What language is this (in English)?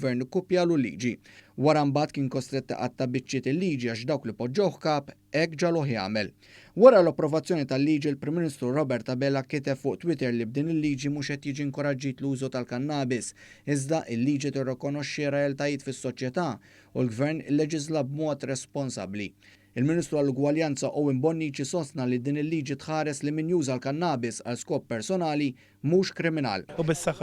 Maltese